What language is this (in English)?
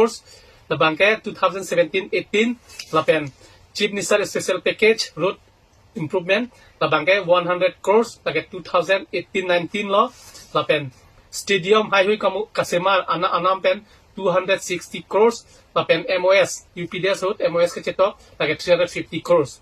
Karbi